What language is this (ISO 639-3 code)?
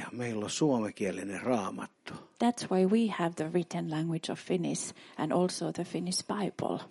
fin